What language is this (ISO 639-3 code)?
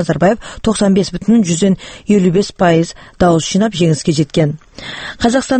kaz